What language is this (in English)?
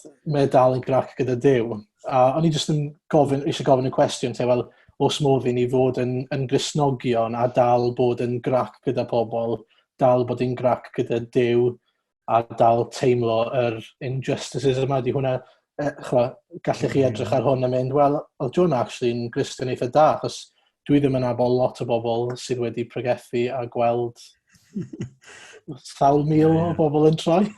Welsh